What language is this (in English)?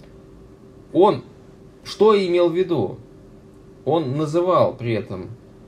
Russian